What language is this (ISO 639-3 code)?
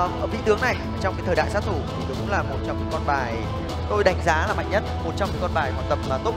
vie